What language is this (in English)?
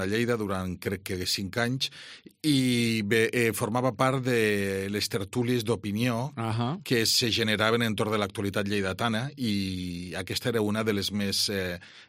Catalan